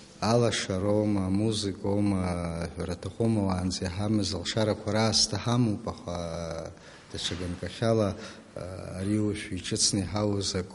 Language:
Abkhazian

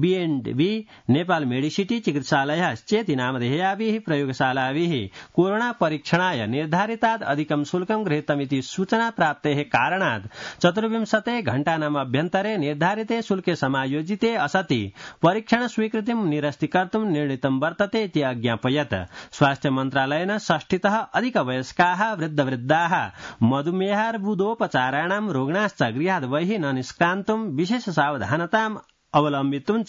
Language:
Sanskrit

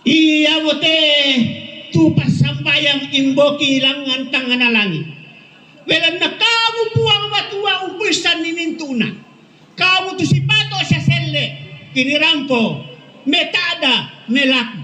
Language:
Toraja-Sa'dan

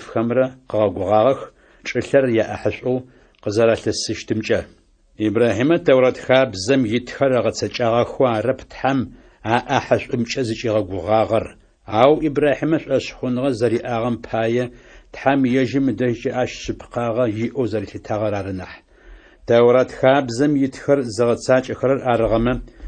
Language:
Adyghe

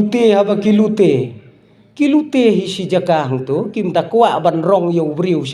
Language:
Khasi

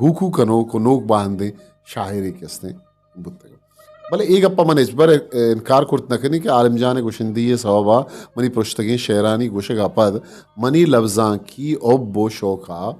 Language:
Eastern Balochi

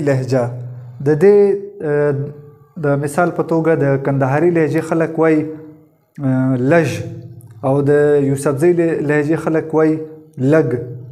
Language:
Pashto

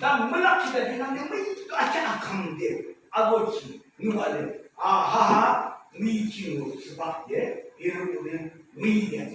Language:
Yimchungru Naga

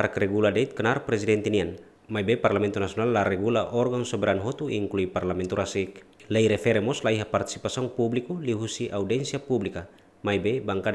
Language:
Tetum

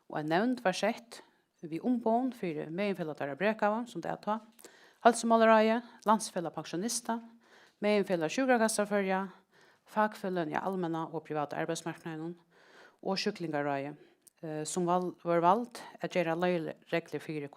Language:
Faroese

